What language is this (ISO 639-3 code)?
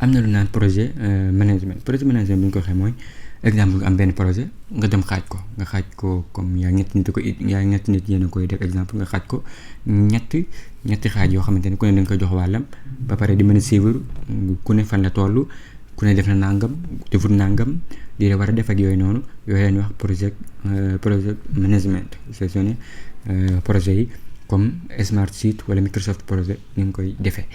wol